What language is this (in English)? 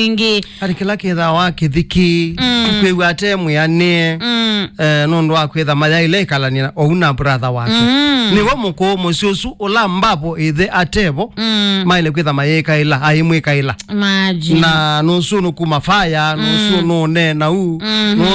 Kamba